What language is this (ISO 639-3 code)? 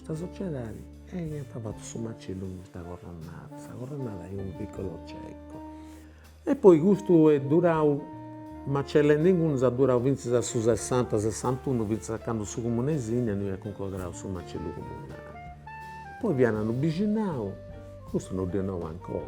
srd